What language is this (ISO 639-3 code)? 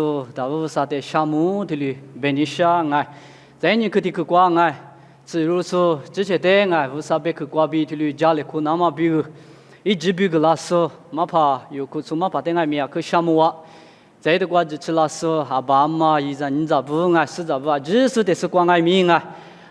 lis